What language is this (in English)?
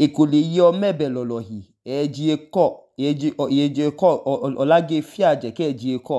Idoma